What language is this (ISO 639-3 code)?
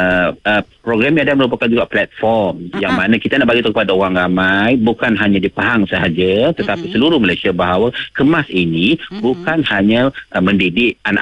msa